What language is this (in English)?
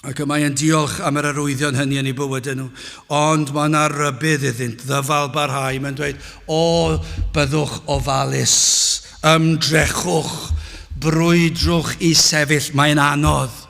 Welsh